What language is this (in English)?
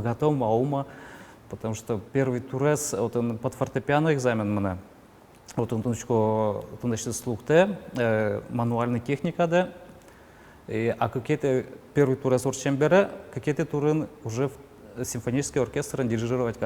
Udmurt